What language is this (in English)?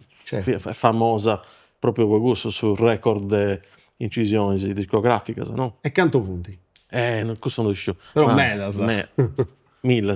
Sardinian